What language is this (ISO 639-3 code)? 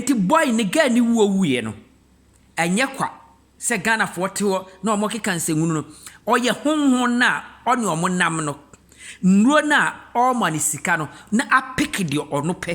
aka